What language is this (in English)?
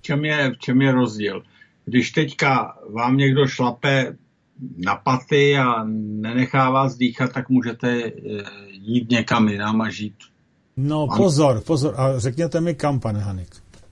Czech